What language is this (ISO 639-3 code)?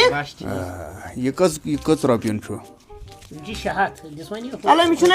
kas